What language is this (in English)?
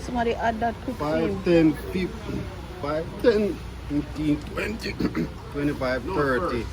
Jamaican Creole English